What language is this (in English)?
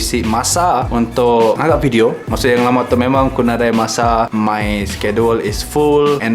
Iban